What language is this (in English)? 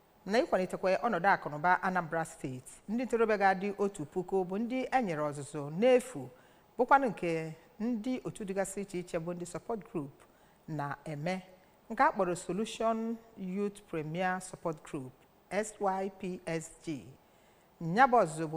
Igbo